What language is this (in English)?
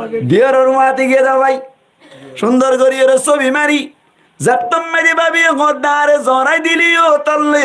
Rohingya